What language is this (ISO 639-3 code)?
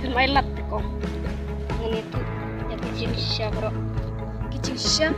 kha